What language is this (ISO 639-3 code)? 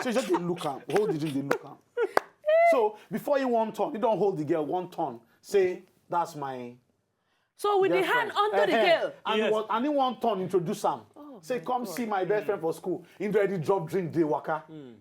pcm